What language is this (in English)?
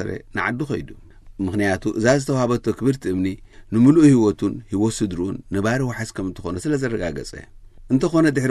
Tigrinya